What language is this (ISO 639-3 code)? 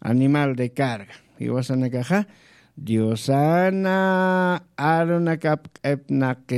aym